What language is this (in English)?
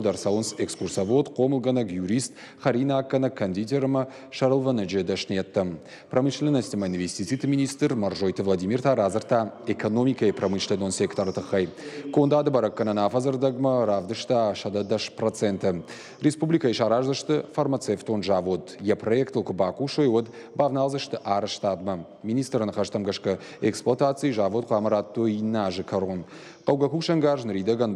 Ossetic